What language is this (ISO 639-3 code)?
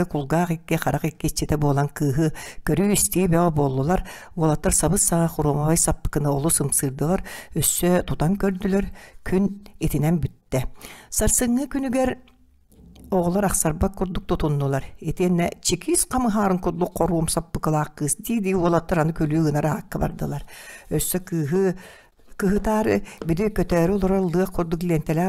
sah